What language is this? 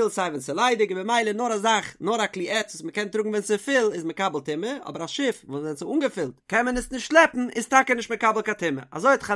Yiddish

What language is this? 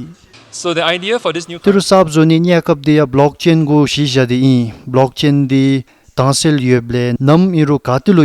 Dzongkha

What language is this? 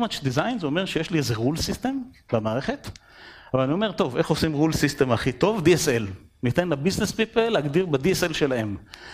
Hebrew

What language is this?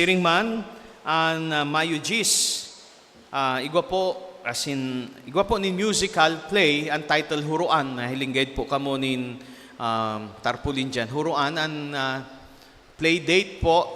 Bikol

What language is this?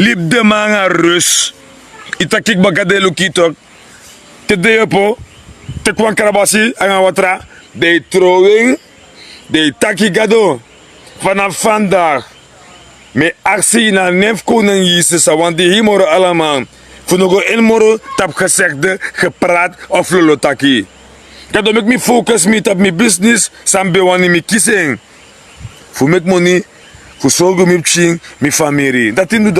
Sranan Tongo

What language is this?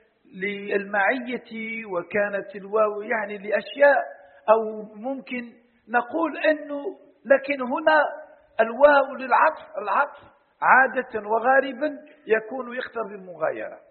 Arabic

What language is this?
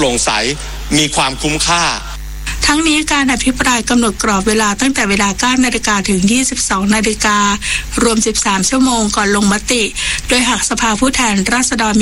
Thai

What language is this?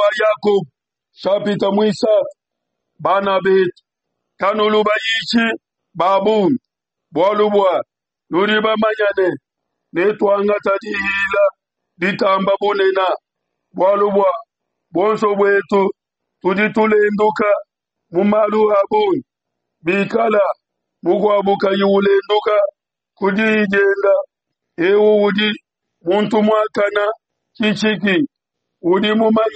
Luba-Lulua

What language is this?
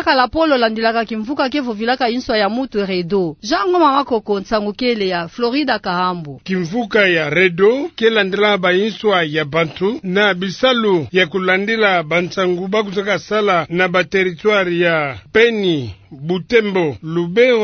Kituba (Democratic Republic of Congo)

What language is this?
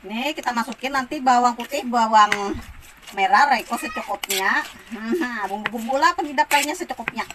Banjar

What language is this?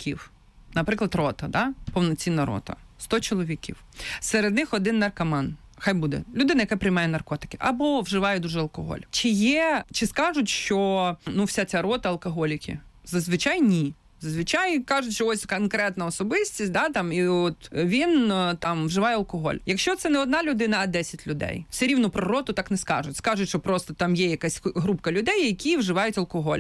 Ukrainian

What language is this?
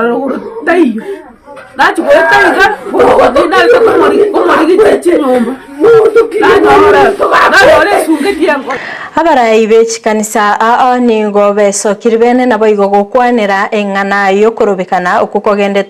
Gusii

